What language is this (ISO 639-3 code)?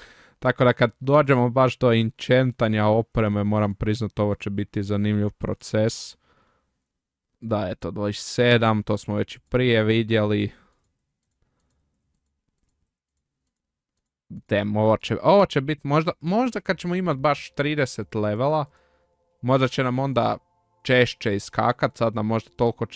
hrv